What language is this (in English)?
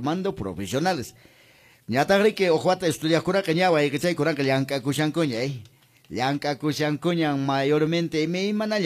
Quechua